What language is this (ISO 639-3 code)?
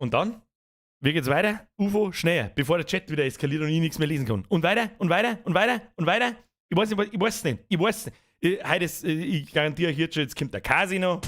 bar